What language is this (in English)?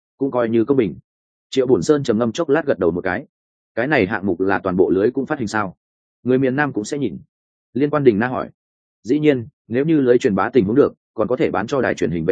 Vietnamese